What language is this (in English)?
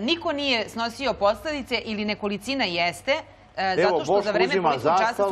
Serbian